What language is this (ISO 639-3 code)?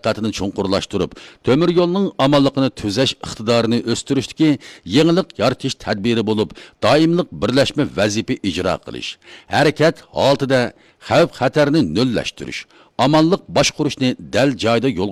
uig